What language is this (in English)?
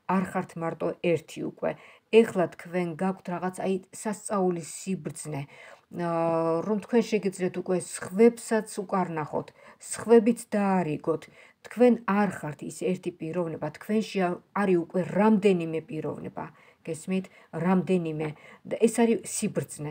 Georgian